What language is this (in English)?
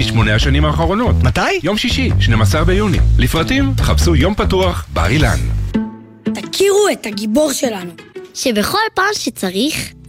Hebrew